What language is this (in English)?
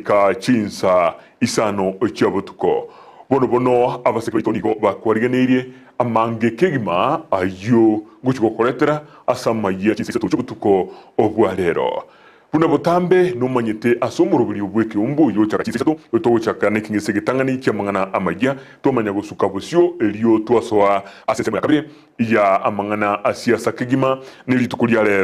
Gusii